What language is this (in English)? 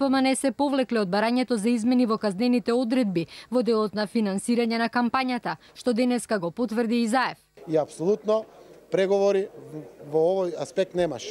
Macedonian